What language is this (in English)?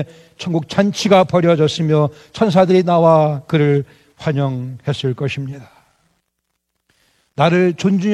Korean